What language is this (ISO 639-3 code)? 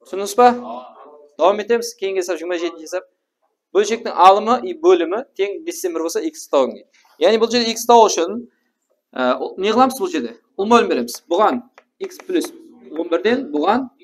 kaa